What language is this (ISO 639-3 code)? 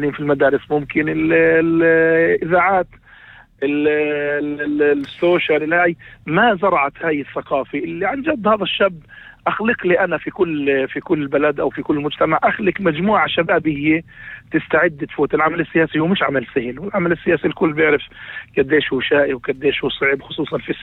apc